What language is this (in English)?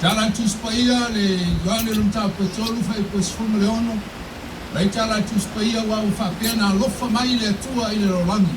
Samoan